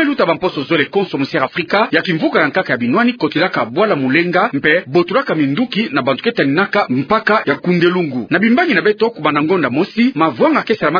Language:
Kituba (Democratic Republic of Congo)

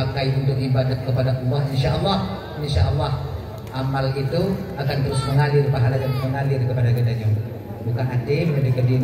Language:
Achinese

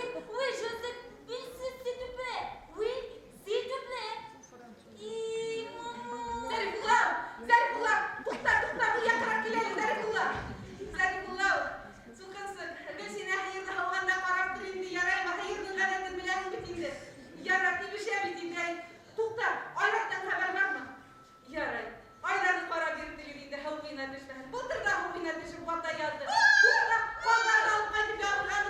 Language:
Bashkir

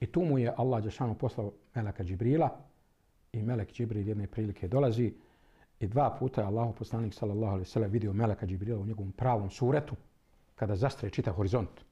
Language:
Bosnian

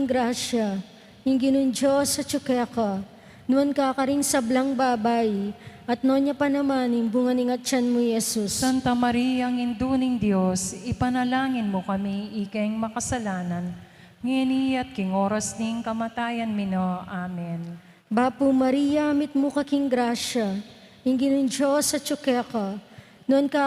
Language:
Pampanga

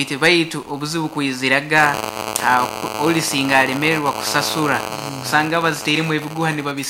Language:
Nyoro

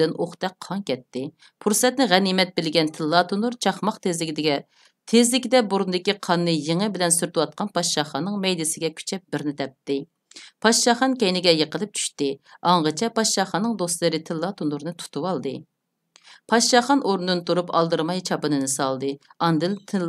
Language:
Uyghur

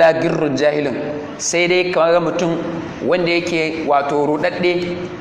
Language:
Hausa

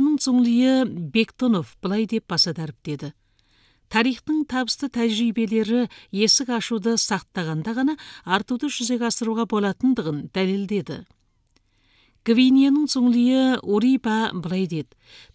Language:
Kazakh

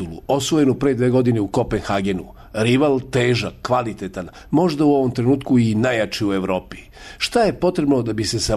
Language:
Serbian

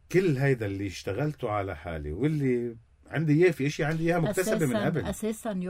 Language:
North Levantine Arabic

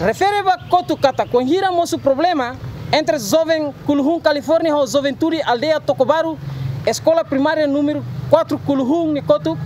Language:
Tetum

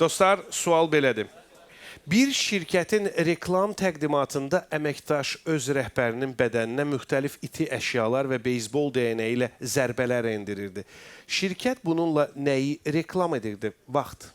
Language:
Azerbaijani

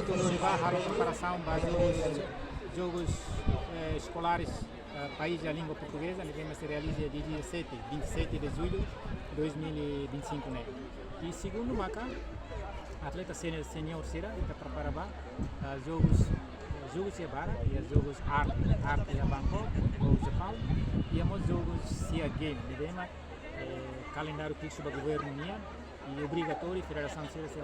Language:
Tetum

